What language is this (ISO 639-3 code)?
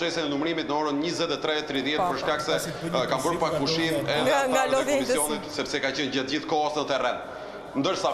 sqi